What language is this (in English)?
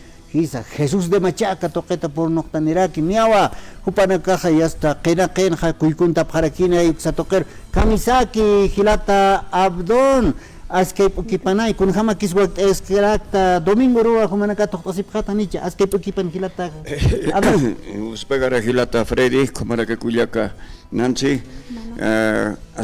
Aymara